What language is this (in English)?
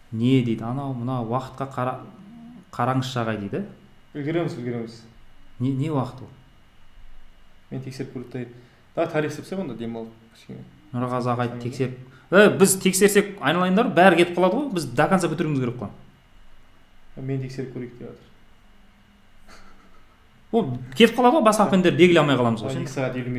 Kazakh